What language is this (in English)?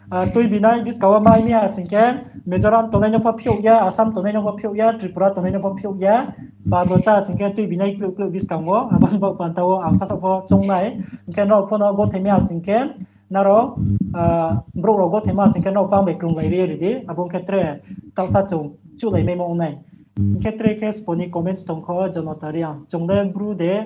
Riang (India)